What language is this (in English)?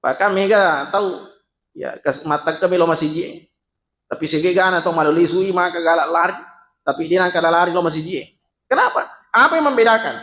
Buginese